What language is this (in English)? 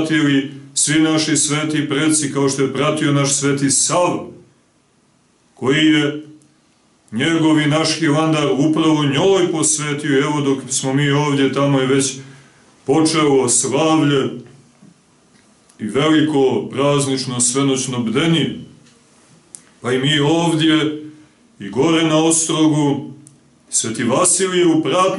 Serbian